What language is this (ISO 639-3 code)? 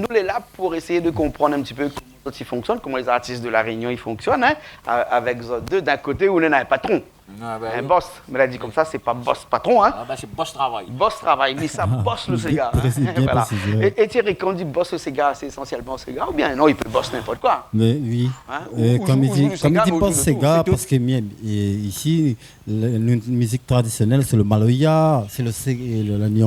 rcf